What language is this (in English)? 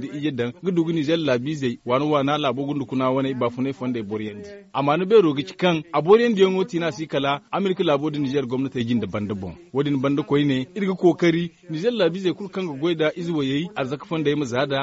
Zarma